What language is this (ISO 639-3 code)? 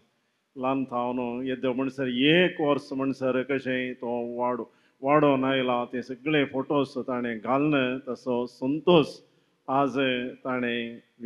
kok